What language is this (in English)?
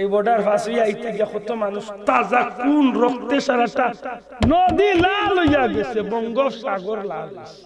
Sylheti